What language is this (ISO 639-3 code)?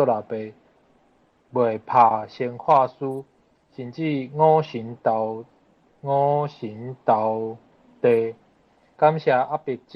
nan